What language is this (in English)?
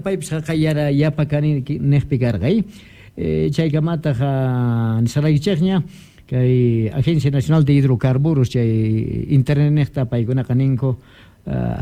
South Bolivian Quechua